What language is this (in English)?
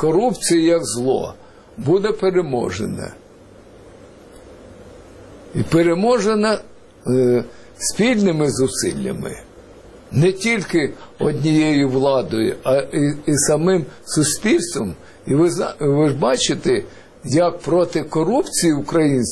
Ukrainian